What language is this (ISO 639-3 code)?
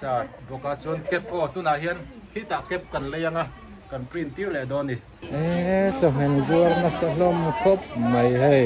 lus